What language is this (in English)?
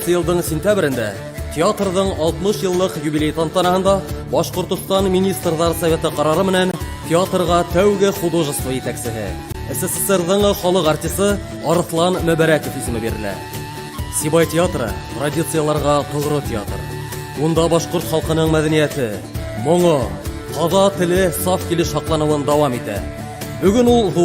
Bashkir